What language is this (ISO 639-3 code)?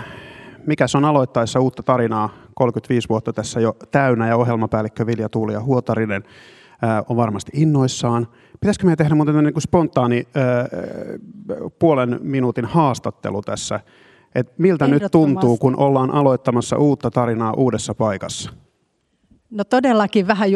fin